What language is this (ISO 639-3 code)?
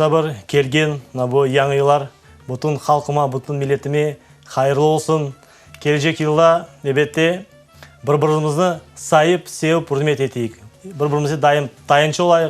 crh